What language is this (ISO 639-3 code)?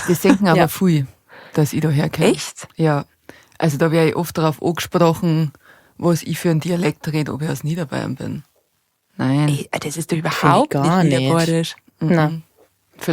bar